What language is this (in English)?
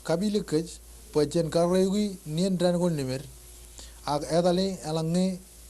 Marshallese